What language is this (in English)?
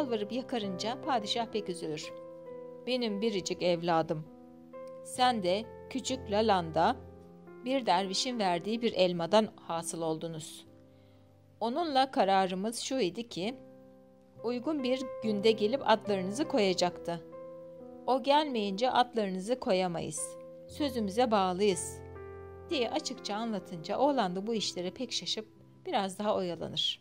Turkish